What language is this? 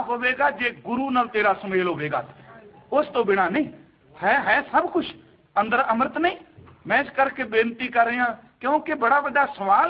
Punjabi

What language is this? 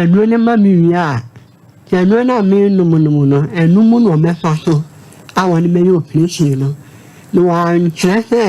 Akan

